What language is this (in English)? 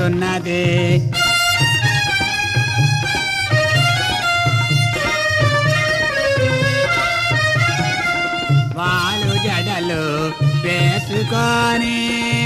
Telugu